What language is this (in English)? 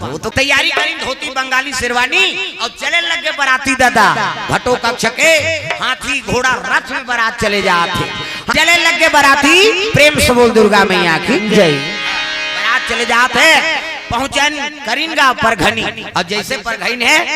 Chhattisgarhi